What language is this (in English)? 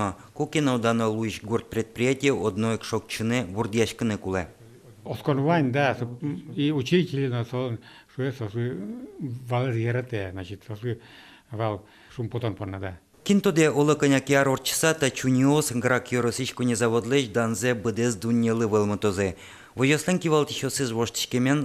Udmurt